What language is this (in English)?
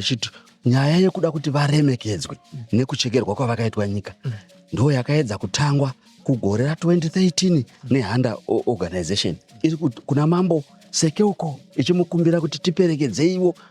Shona